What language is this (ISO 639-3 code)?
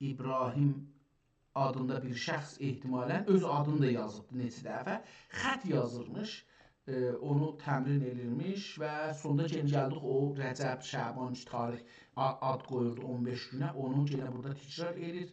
azb